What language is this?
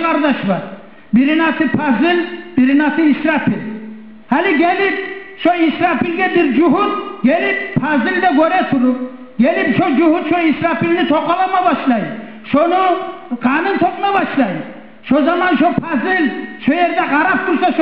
Kumyk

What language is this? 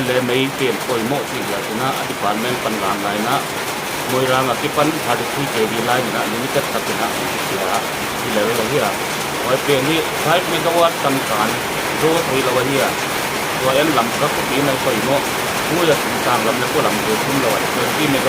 Paite Chin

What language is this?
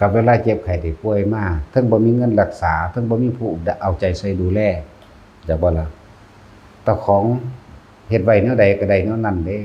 Northeastern Thai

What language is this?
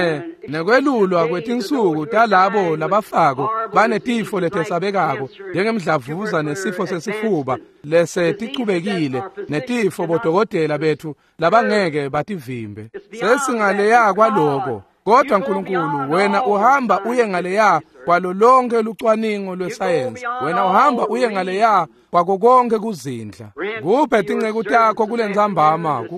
Swati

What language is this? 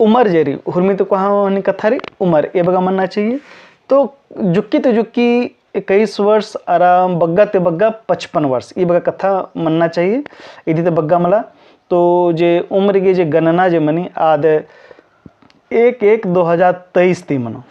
Kurukh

